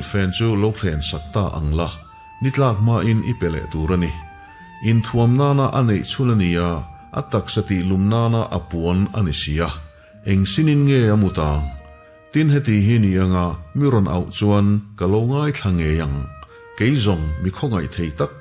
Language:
Mizo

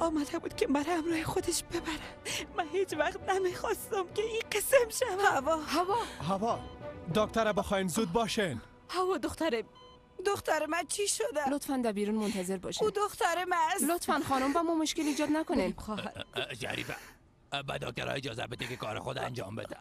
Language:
Persian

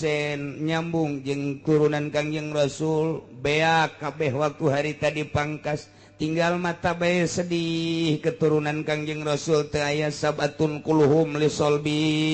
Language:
Sundanese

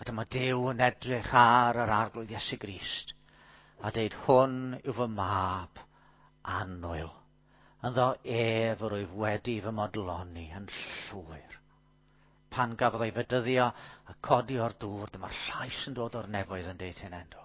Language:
Welsh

